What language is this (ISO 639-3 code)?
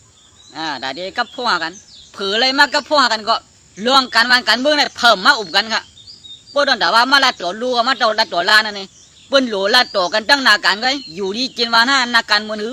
shn